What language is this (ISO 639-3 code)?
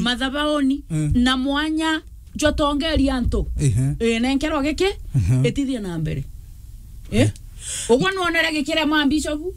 mer